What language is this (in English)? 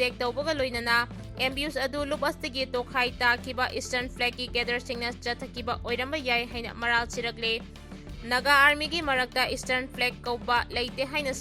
Manipuri